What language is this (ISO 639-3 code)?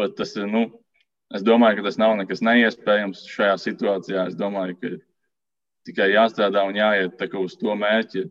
lav